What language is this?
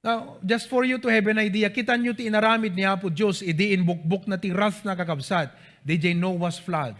Iloko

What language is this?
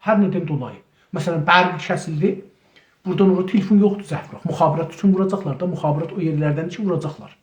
South Azerbaijani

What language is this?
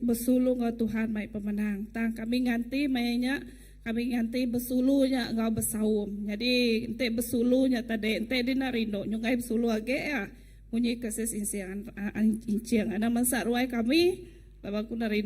Iban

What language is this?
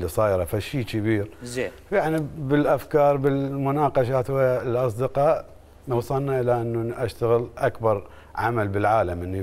Mesopotamian Arabic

